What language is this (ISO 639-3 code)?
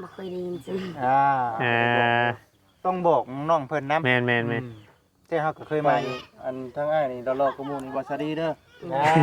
lao